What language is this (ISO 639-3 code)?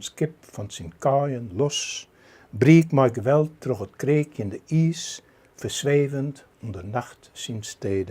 fry